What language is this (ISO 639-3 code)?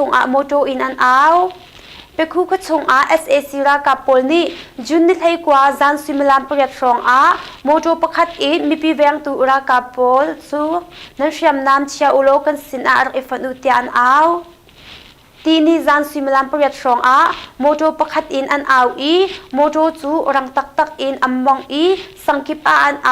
cnh